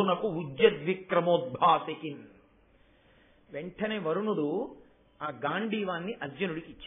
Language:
Telugu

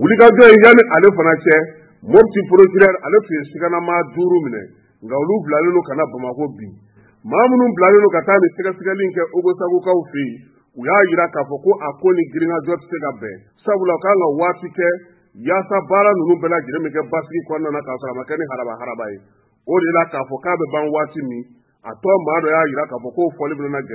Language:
Bambara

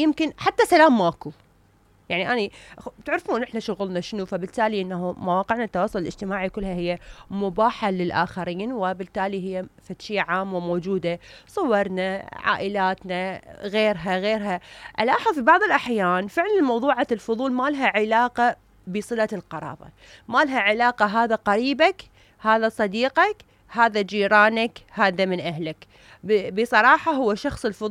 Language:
Mesopotamian Arabic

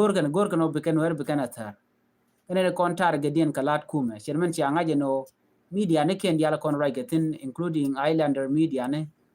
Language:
Nuer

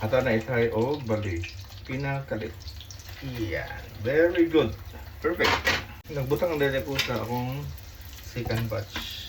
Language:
Cebuano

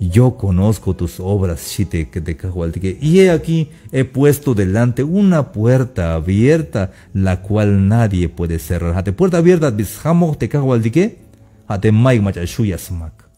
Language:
Tzeltal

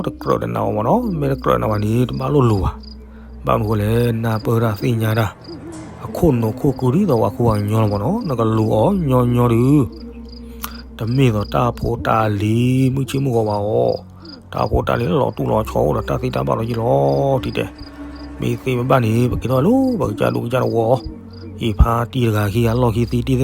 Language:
S'gaw Karen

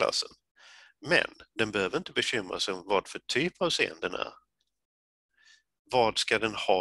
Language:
Swedish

